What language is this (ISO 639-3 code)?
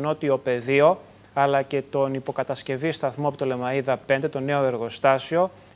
ell